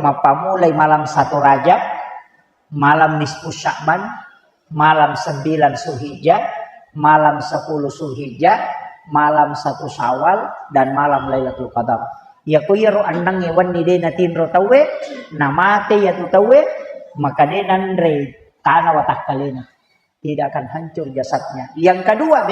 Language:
Buginese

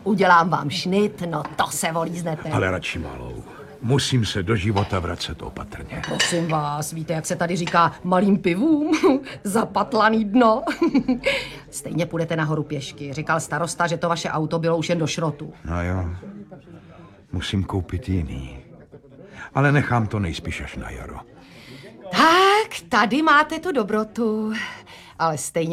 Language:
Czech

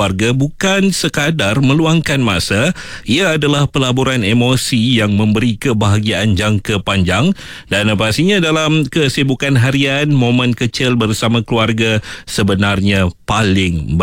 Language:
Malay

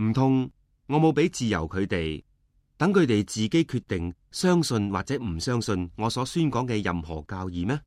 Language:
Cantonese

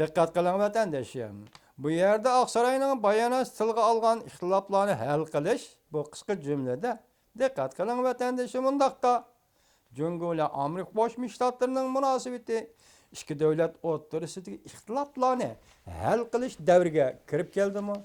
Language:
Uyghur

